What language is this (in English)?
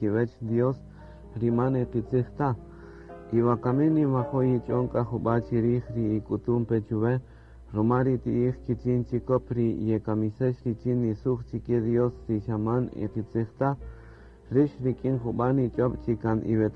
Kaqchikel